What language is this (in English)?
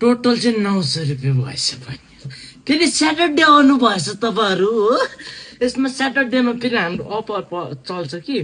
Nepali